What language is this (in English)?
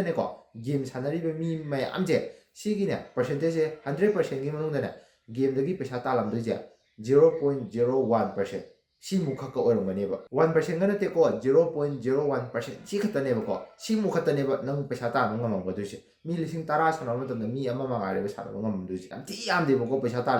Manipuri